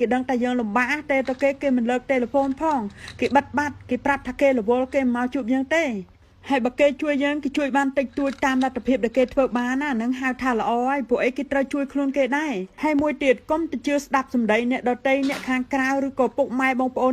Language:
Khmer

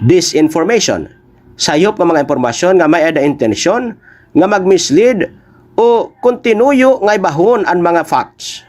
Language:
Waray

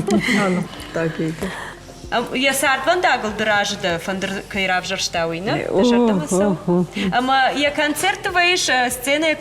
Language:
Ossetic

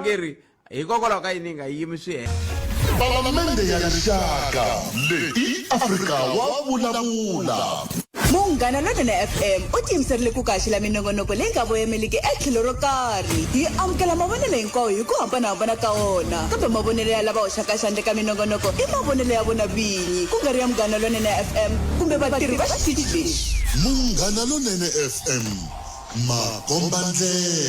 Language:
Tsonga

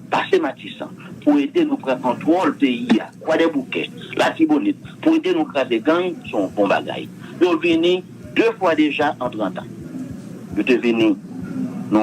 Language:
Haitian Creole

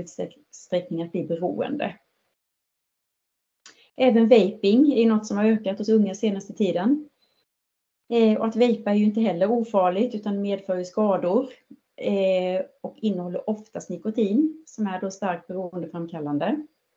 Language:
Swedish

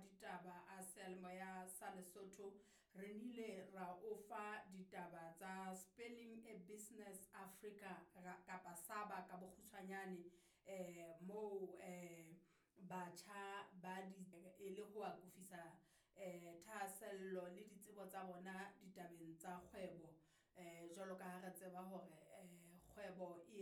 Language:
Southern Sotho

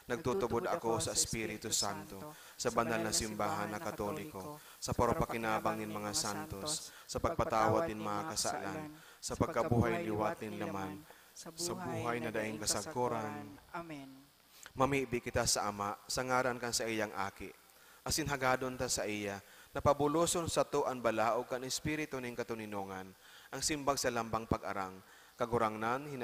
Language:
Bikol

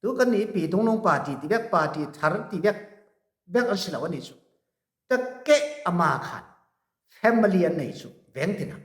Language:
Falam Chin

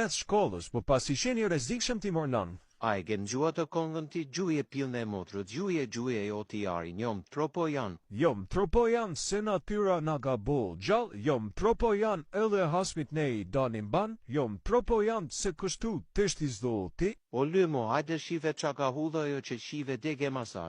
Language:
Albanian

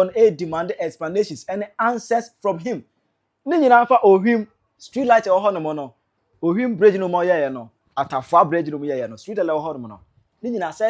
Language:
Akan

